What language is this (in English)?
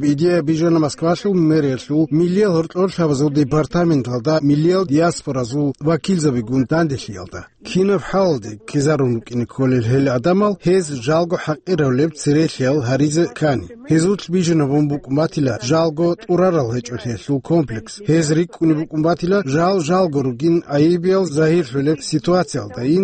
Avaric